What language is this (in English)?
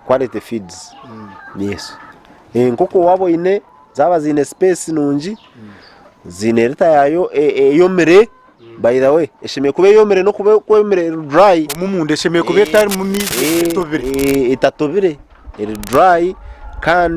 Nyankole